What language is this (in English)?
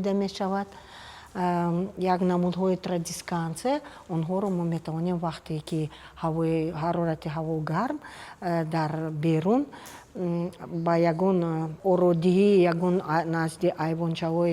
Tajik